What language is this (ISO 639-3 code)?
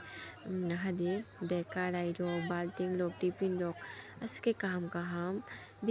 trp